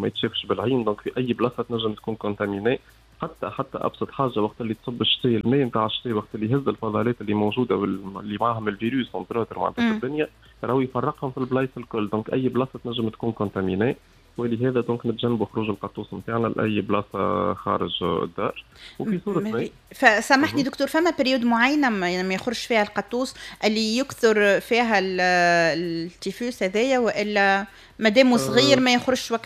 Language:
Tunisian Arabic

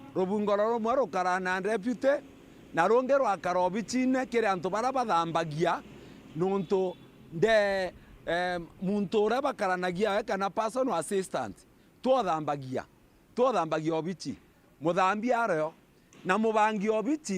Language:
Meru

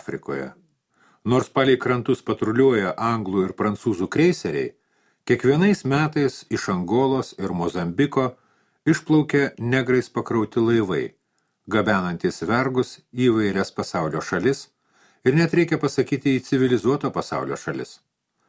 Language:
Lithuanian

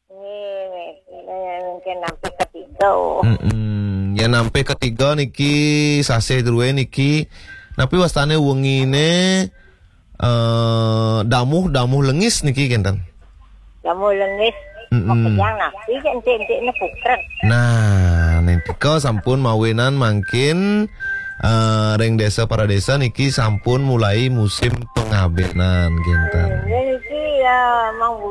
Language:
Balinese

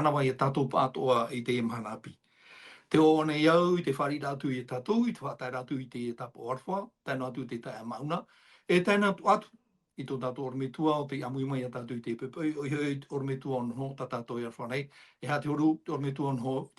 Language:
Tahitian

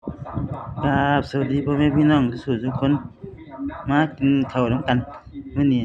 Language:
Northeastern Thai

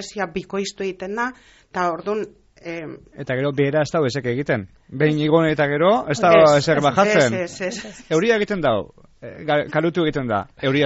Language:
Basque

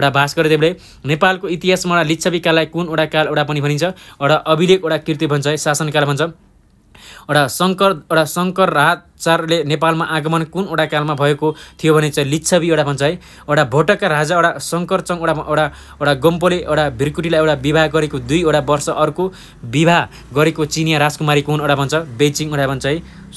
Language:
Nepali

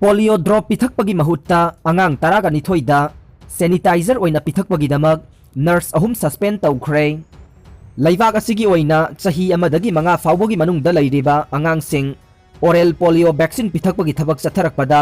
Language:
Manipuri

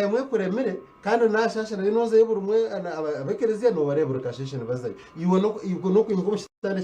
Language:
Nyankole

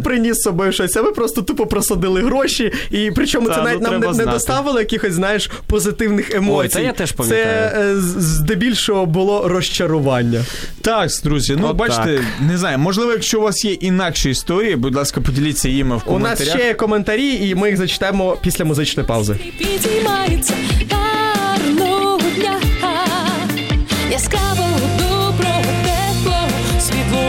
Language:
Ukrainian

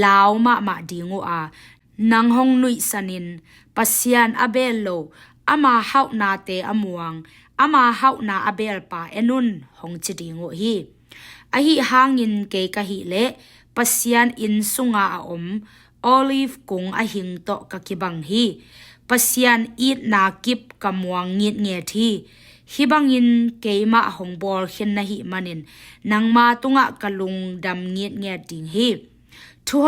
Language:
Tedim Chin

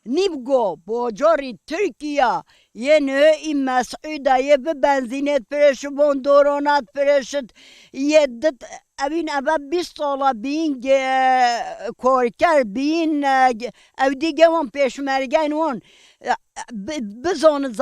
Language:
Kurdish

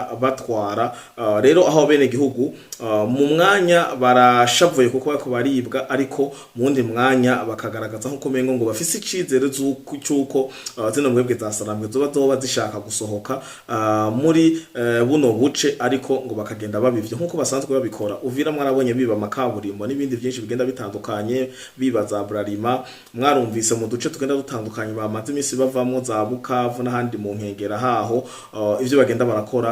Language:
Rundi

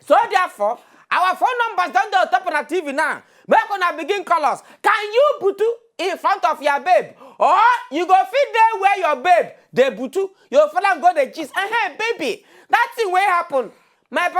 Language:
Nigerian Pidgin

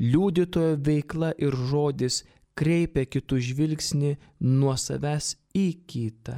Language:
Lithuanian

